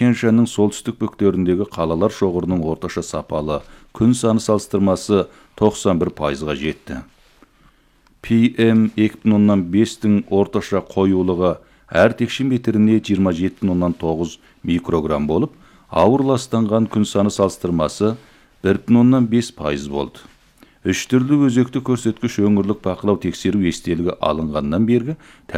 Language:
Kazakh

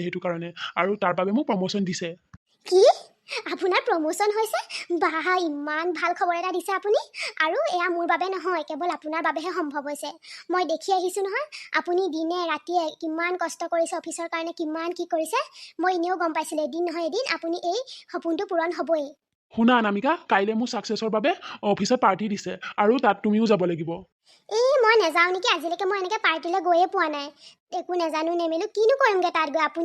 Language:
Assamese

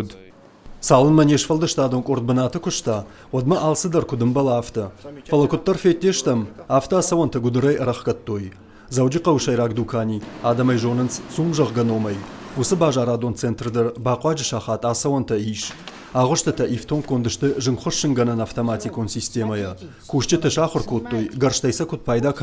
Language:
Ossetic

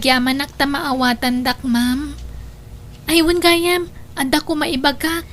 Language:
Iloko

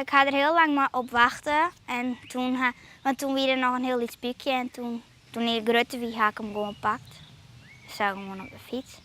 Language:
Western Frisian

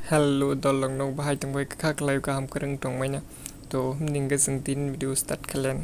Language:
Kok Borok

